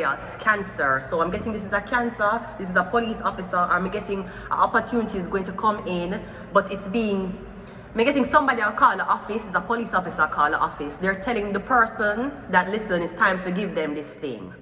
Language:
Jamaican Creole English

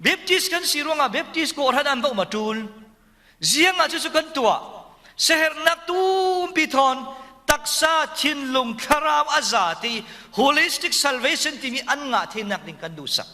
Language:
Falam Chin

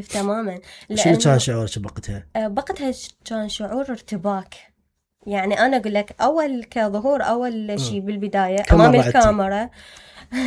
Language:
Mesopotamian Arabic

